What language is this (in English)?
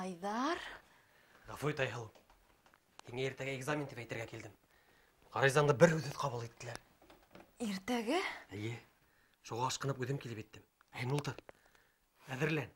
Bashkir